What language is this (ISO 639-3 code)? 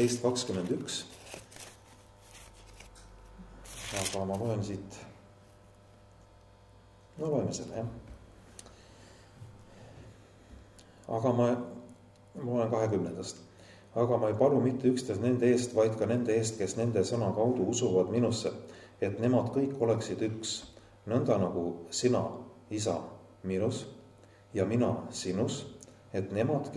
est